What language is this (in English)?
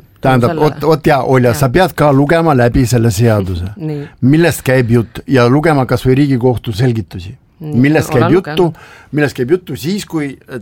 Estonian